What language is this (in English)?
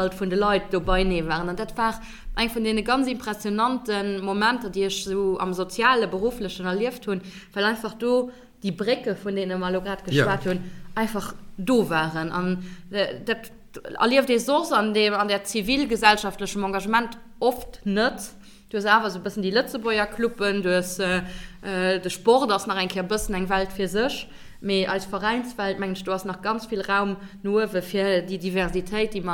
Luxembourgish